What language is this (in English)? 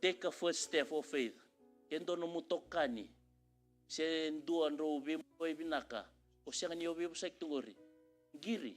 Fijian